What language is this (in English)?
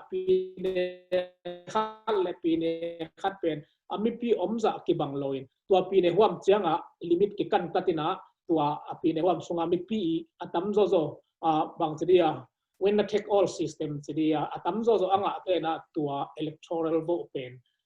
Tedim Chin